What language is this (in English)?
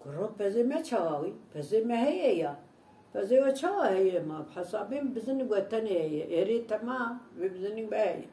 Kurdish